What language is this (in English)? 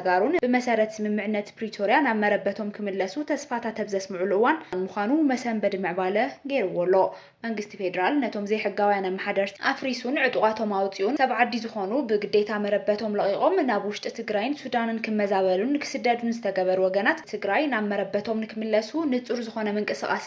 Tigrinya